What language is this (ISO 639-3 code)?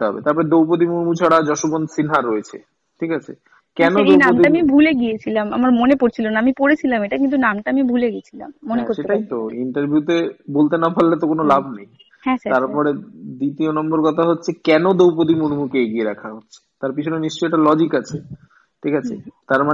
ben